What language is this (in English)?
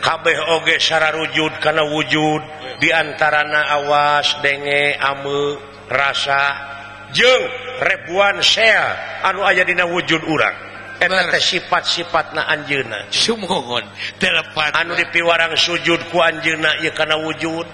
Sundanese